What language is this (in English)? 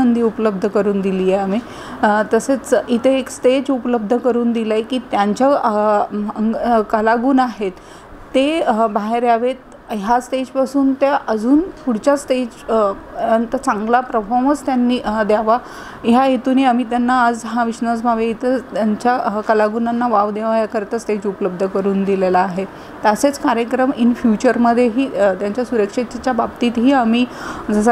Marathi